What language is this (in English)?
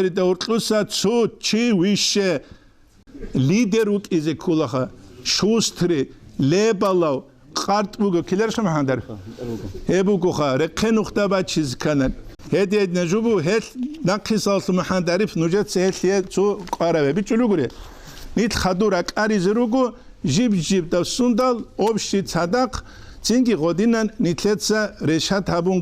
Avaric